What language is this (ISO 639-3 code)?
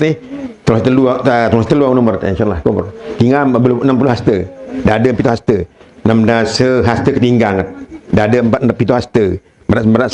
sas